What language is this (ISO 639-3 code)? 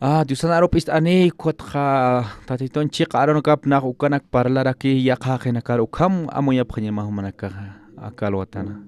aym